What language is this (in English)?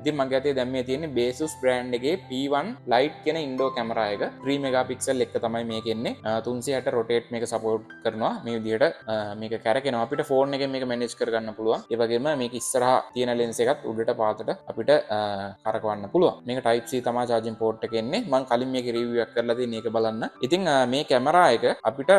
Sinhala